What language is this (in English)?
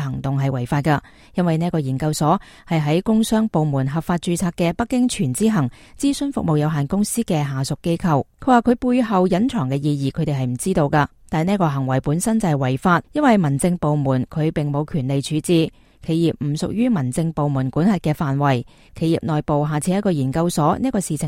Cantonese